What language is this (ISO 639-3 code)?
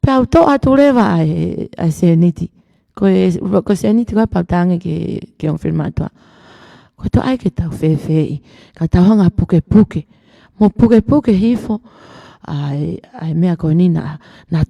ton